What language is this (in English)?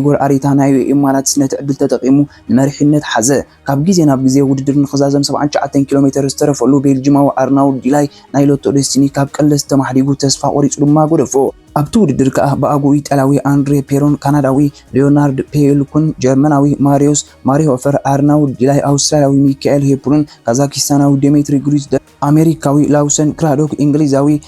Tigrinya